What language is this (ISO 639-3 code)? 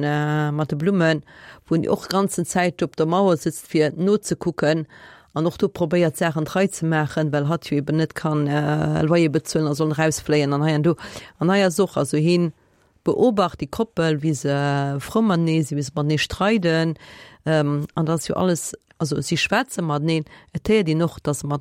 ltz